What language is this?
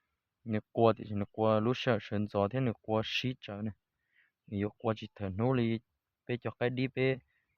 Hmong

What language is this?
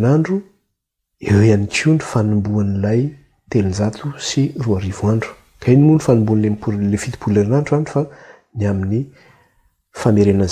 Malagasy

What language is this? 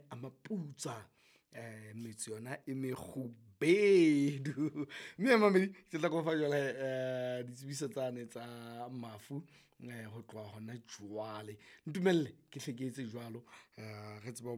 Southern Sotho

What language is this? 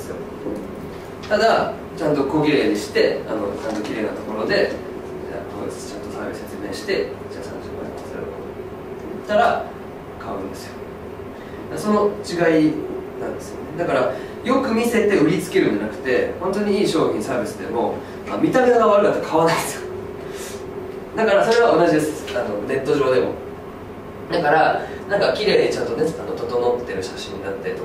Japanese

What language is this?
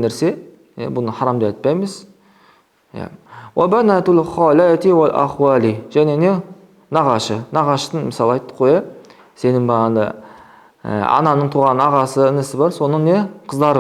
Kazakh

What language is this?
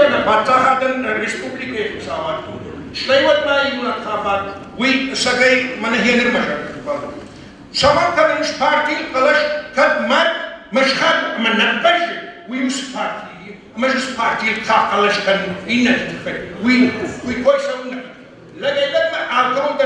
Ossetic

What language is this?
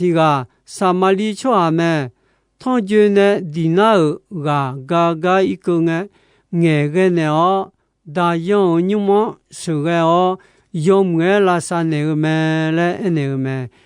Akha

